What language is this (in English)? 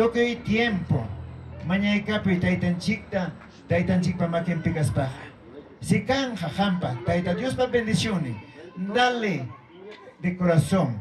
Ayacucho Quechua